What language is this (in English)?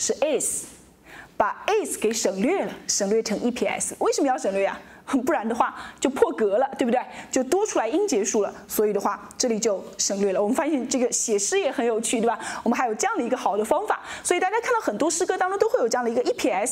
Chinese